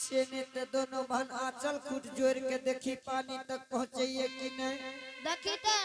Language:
Angika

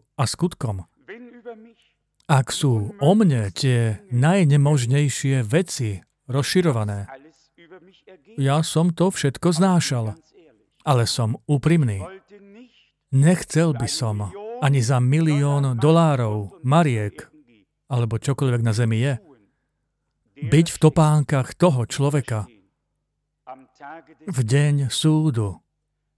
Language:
Slovak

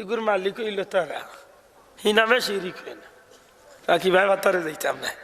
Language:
Sylheti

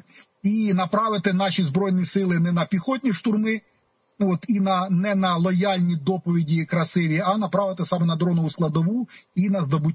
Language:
Ukrainian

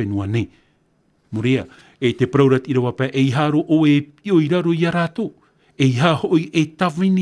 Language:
Tahitian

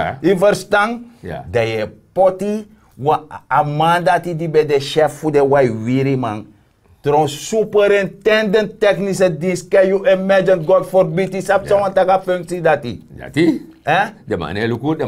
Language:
Sranan Tongo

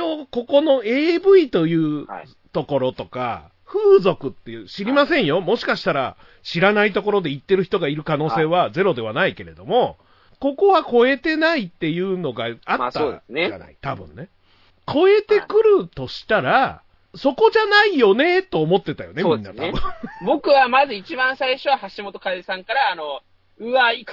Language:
Japanese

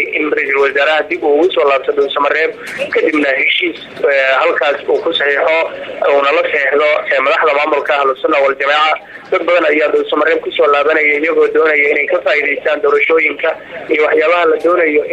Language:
Somali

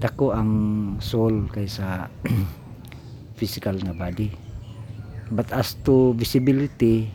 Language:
Cebuano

